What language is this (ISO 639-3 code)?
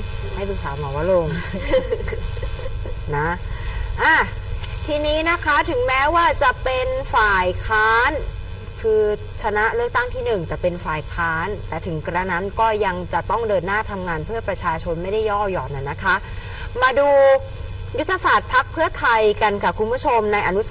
tha